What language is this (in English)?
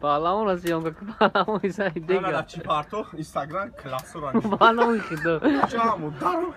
Tajik